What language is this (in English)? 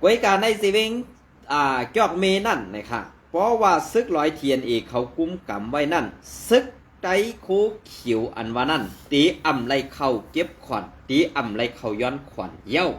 Shan